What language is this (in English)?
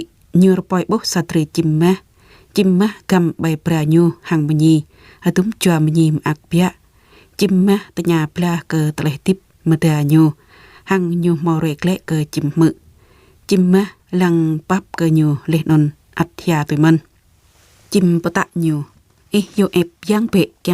Jarai